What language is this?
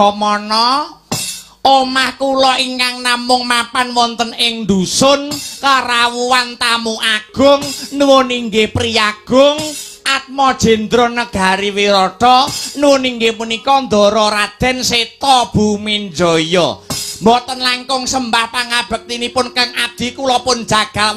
Javanese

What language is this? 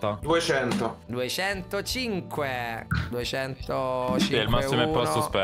Italian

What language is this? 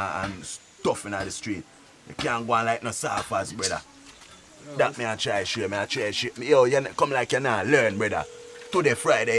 Jamaican Creole English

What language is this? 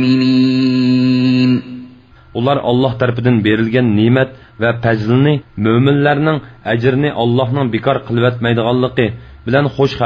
Uyghur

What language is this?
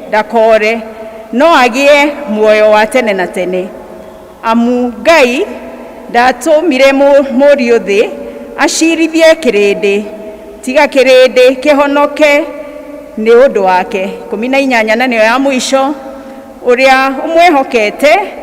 Kikuyu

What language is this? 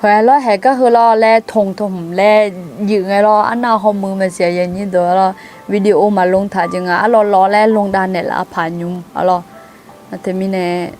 Akha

